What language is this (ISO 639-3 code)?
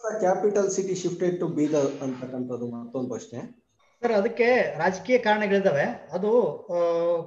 kan